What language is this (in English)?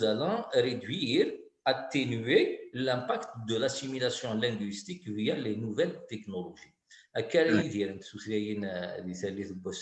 Kabyle